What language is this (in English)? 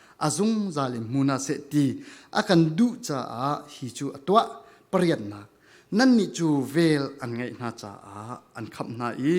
Falam Chin